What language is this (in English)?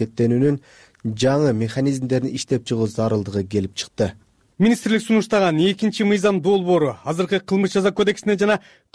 Kyrgyz